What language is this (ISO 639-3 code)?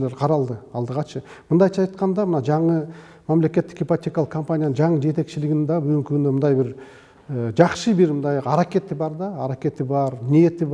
kir